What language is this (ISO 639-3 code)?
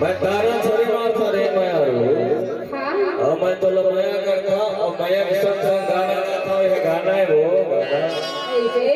hne